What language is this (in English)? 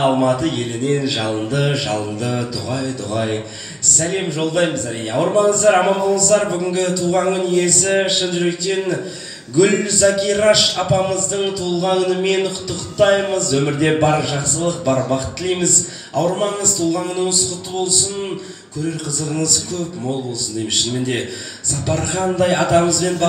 Kazakh